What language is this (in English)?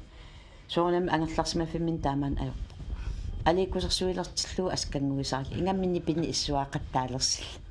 Kalaallisut